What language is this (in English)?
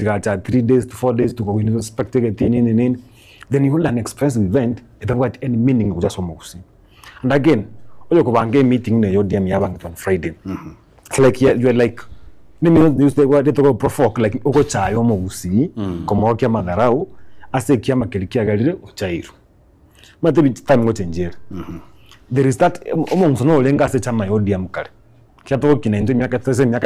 Gusii